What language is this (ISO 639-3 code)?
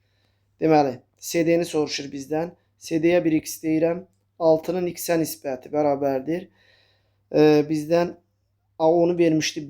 aze